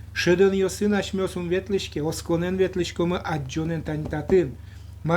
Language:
Udmurt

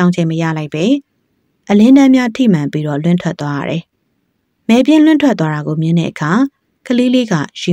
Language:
Burmese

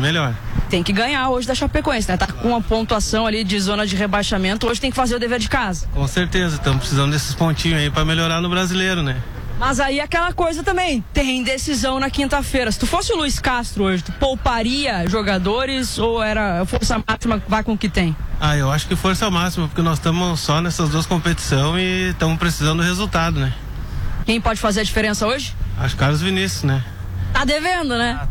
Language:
Portuguese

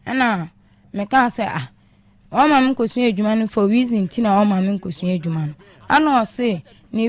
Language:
Akan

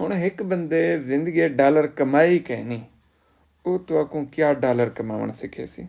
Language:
Saraiki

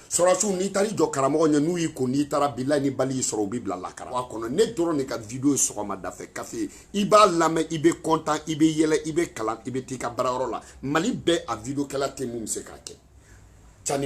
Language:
Bambara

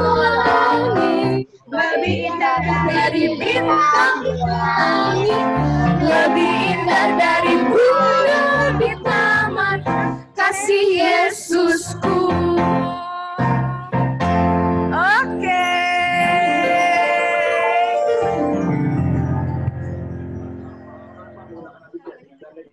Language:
Indonesian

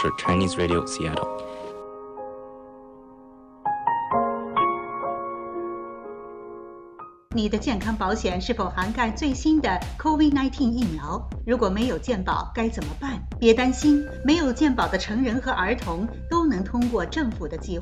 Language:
Chinese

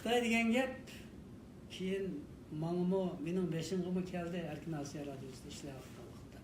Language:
Uyghur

